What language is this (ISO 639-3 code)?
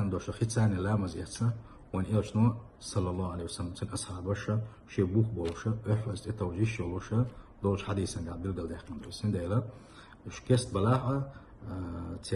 che